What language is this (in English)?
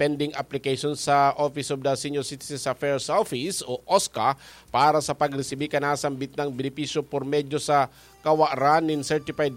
Bikol